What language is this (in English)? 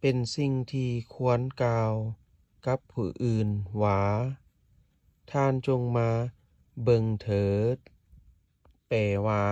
Lao